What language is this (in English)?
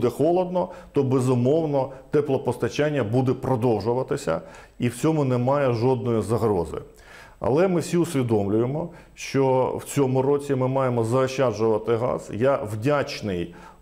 Ukrainian